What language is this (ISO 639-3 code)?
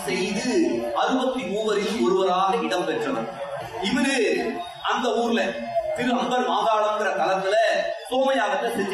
tam